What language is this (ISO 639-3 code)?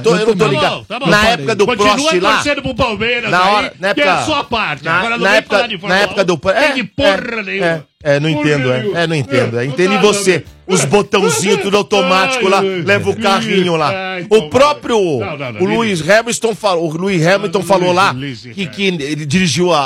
por